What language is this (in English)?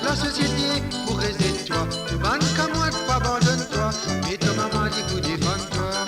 Morisyen